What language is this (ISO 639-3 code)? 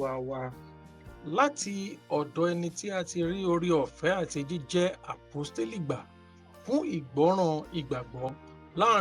yor